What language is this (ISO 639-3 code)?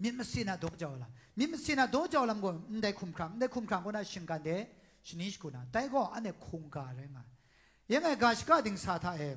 kac